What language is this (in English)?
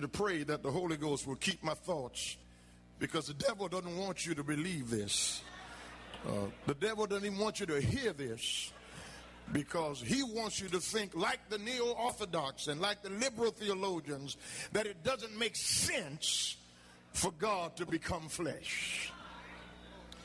English